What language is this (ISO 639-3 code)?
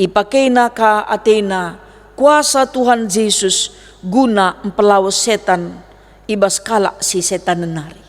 btx